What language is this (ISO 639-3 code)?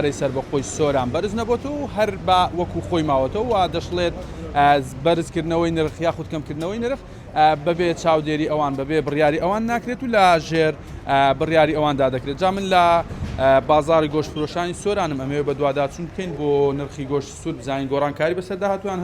ckb